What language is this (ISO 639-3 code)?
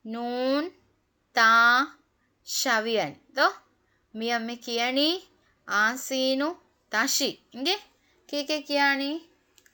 div